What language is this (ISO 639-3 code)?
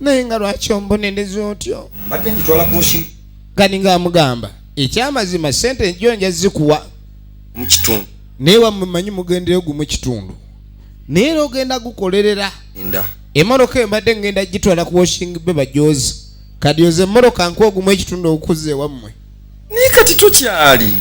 lug